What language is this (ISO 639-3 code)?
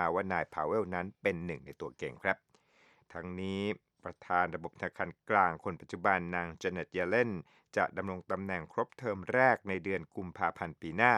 tha